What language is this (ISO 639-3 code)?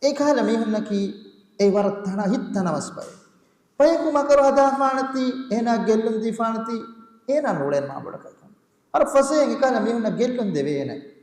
div